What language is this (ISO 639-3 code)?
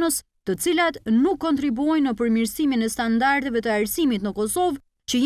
sqi